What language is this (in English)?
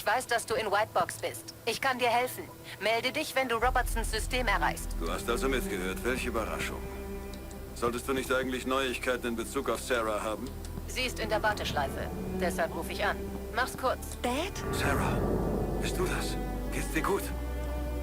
Bavarian